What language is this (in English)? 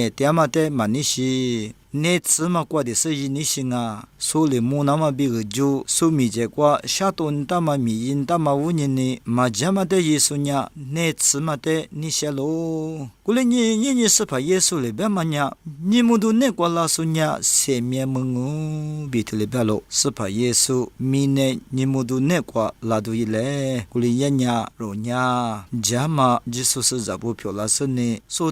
Lisu